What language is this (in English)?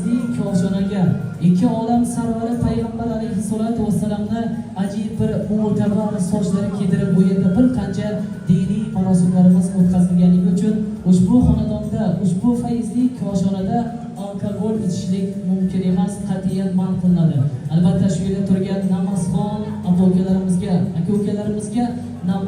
Uzbek